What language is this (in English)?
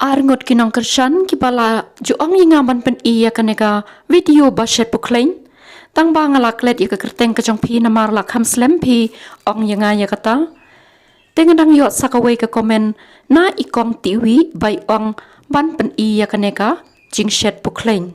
Khasi